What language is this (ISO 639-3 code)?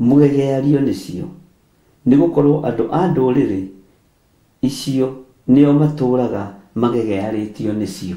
kik